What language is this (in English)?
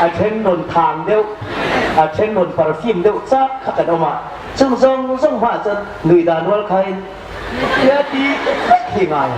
Hmar